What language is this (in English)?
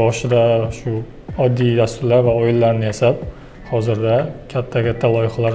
Uzbek